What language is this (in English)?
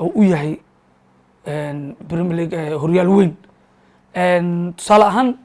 Somali